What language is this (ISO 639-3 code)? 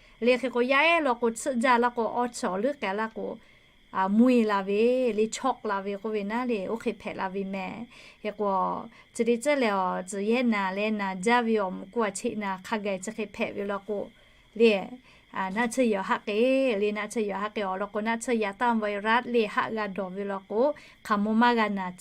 lhu